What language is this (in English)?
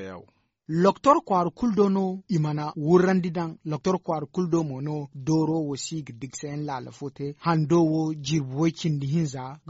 Zarma